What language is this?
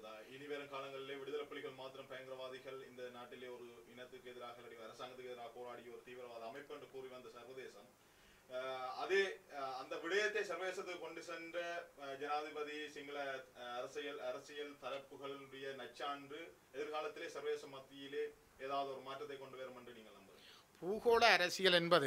Tamil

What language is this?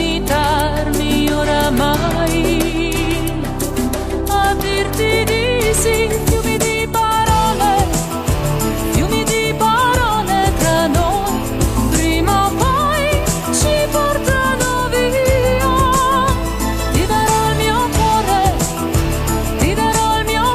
Italian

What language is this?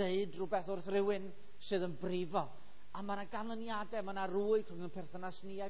Welsh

